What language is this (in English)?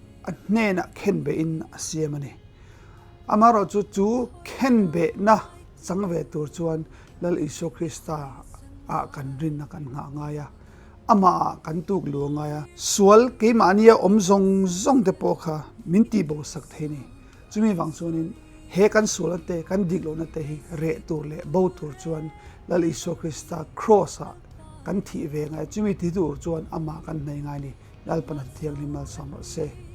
Mizo